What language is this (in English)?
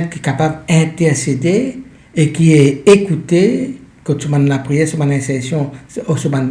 Morisyen